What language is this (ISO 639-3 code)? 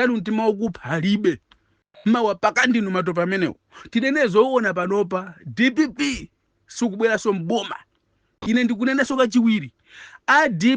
nya